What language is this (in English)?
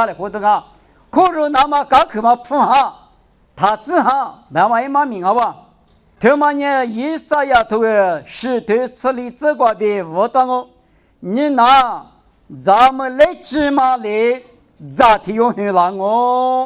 Lisu